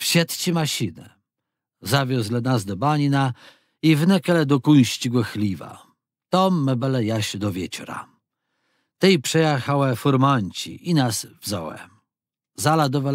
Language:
Kashubian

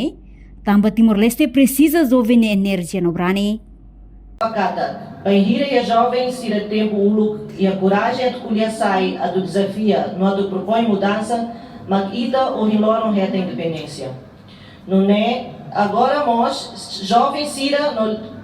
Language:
Tetum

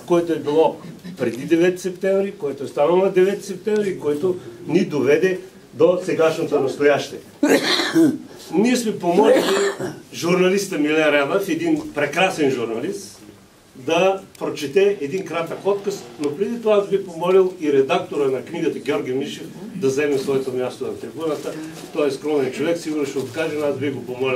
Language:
Bulgarian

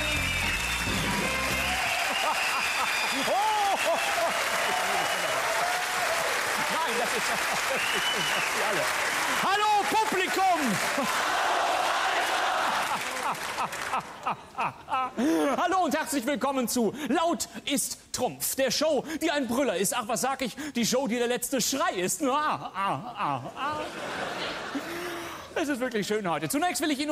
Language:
German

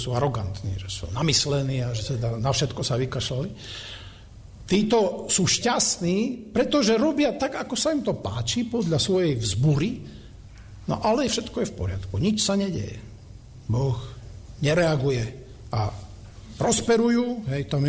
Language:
Slovak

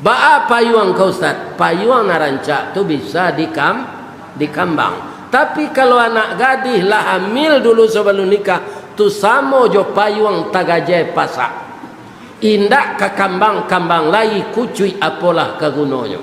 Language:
Minangkabau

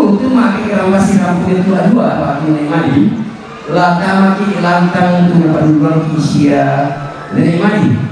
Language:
Toraja-Sa'dan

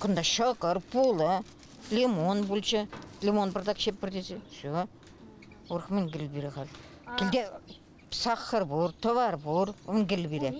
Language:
Chuvash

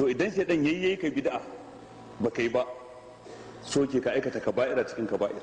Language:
Hausa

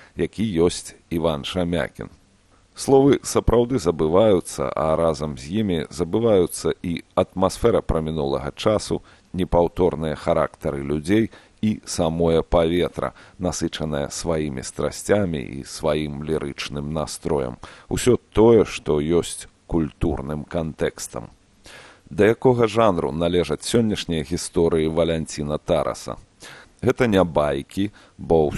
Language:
Belarusian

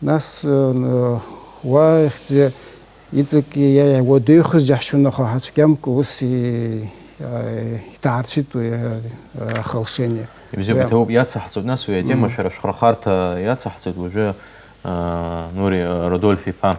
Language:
Abkhazian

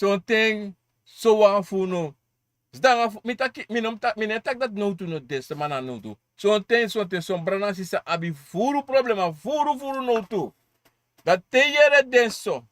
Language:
Sranan Tongo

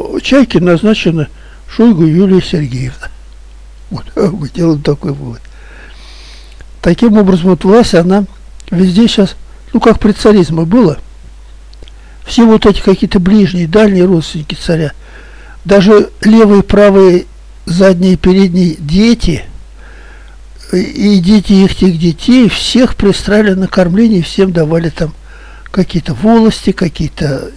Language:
Russian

